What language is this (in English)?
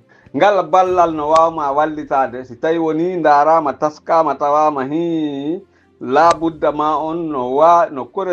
Pular